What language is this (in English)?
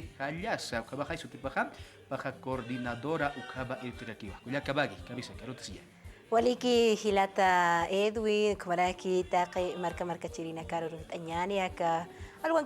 Aymara